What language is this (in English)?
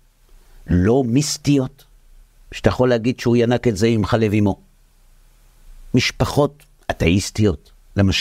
Hebrew